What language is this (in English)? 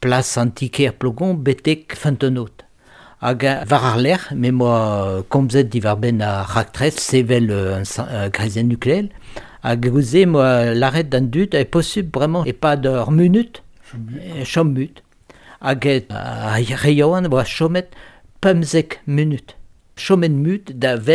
Breton